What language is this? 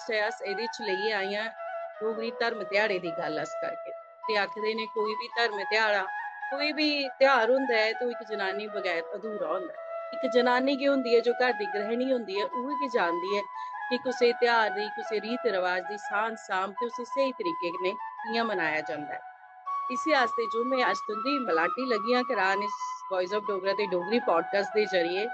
Dogri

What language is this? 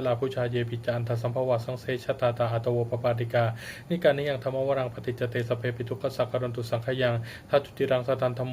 Pali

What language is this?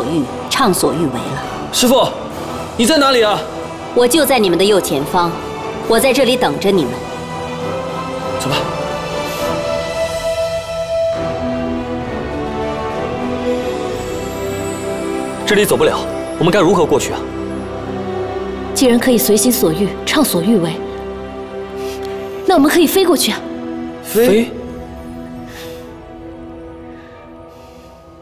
Chinese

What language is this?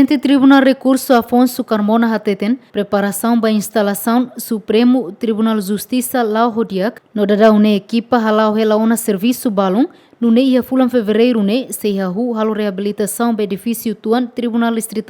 Tetum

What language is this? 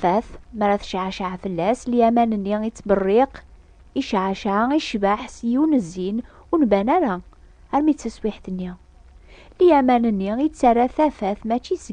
Kabyle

